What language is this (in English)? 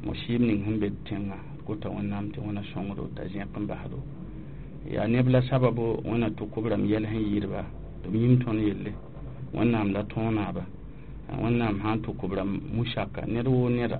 Mossi